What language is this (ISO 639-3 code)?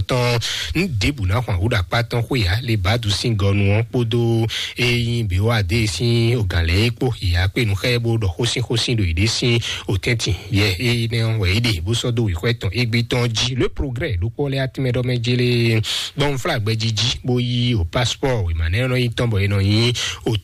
fon